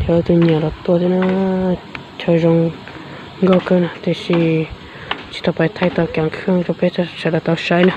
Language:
Hmong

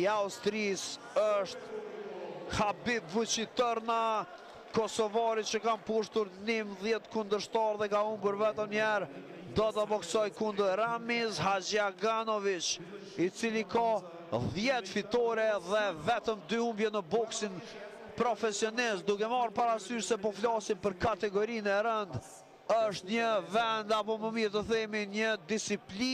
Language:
Albanian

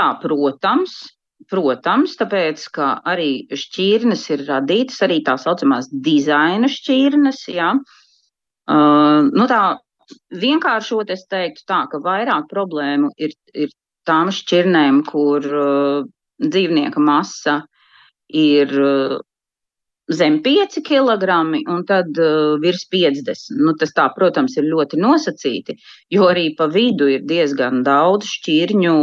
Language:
Latvian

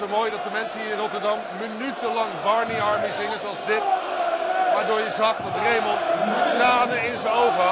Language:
Dutch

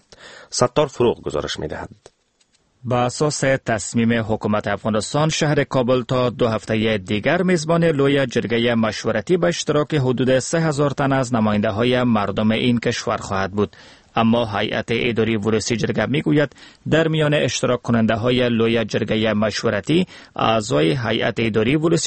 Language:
Persian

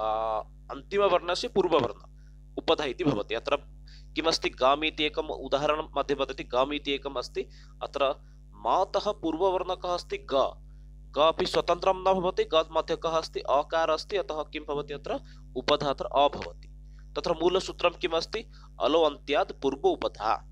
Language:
Sanskrit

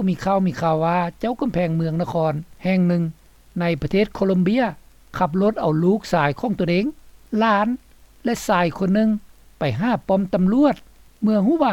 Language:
Lao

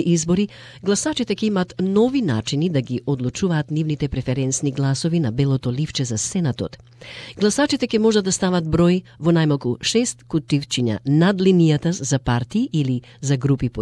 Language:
Macedonian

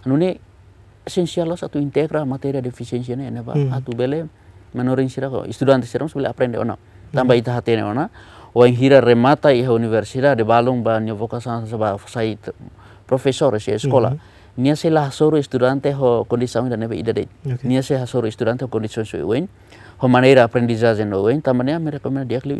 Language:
Tetum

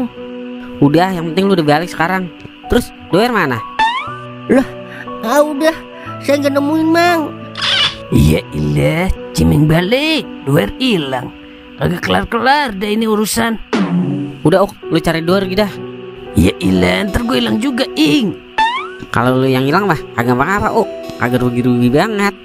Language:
Betawi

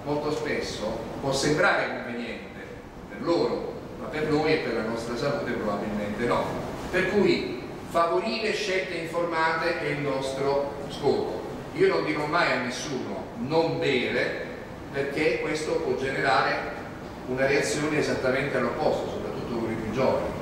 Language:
Italian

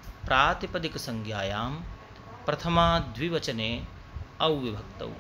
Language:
Sanskrit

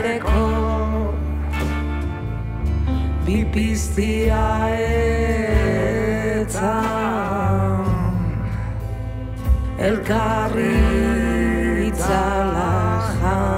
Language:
Basque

